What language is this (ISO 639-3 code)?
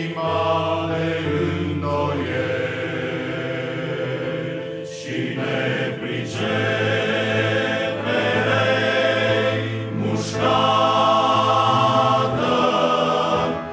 ron